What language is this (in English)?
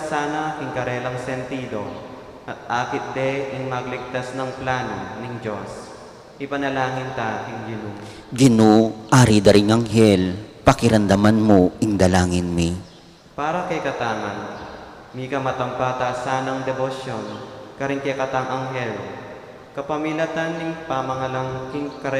Pampanga